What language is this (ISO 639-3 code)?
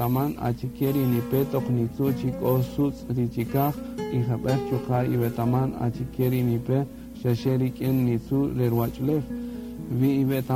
cak